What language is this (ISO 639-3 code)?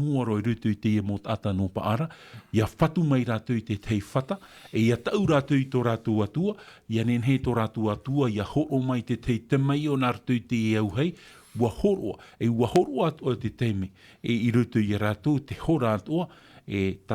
tah